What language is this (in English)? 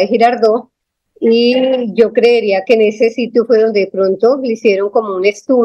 Spanish